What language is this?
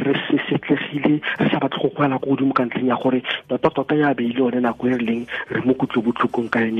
Tswana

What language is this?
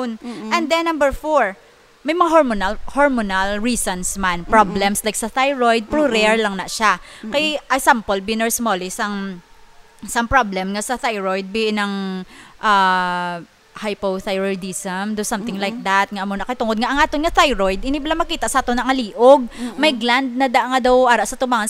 Hiligaynon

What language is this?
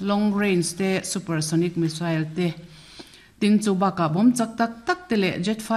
Mizo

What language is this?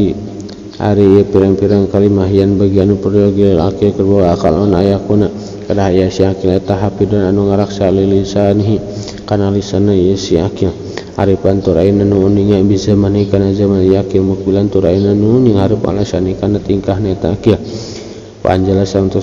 Sundanese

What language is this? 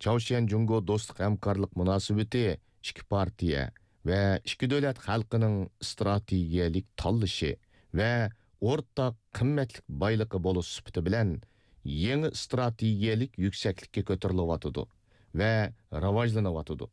Uyghur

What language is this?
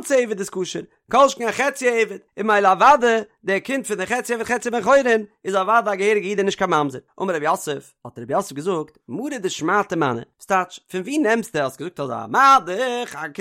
Yiddish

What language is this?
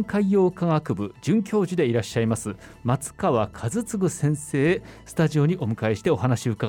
Japanese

